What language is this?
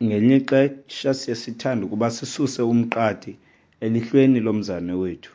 Xhosa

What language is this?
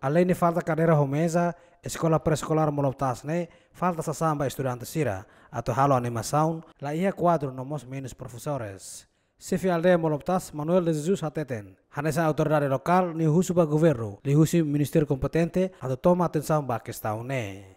Tetum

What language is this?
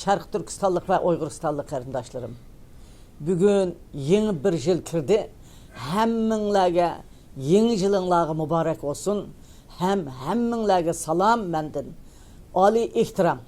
Uyghur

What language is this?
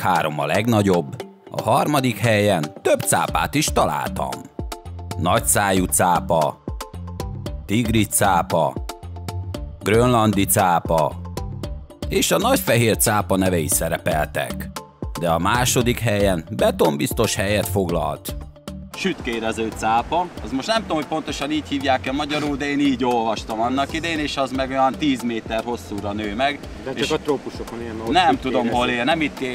Hungarian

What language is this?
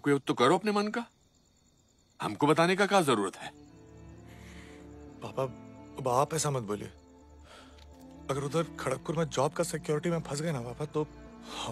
Hindi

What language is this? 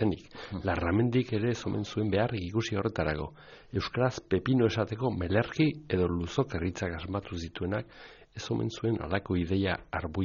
Basque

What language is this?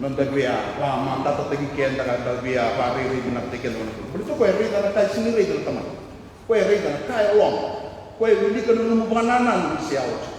Fijian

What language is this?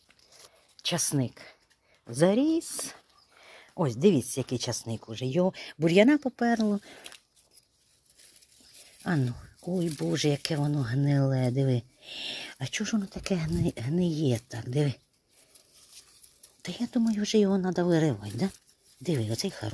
Ukrainian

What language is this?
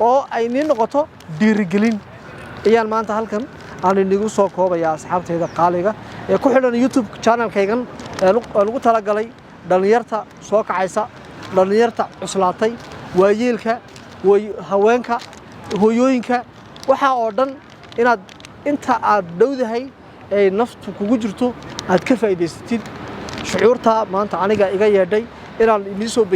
Somali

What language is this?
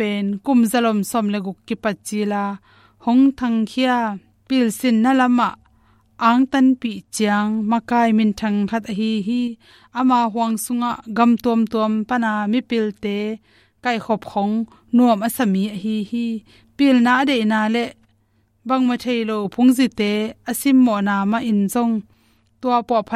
Tedim Chin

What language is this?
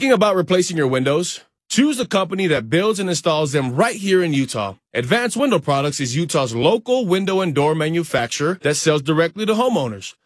English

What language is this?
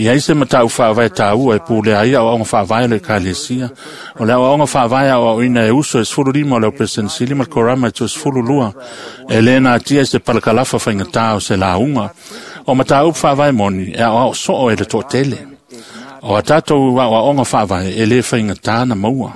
Samoan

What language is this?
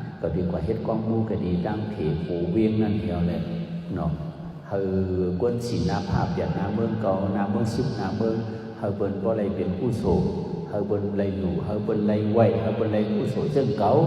Shan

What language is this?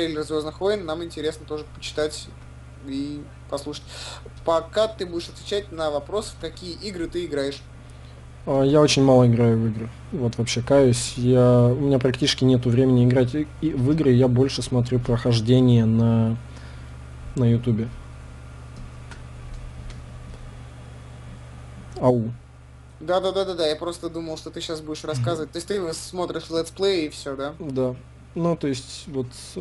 Russian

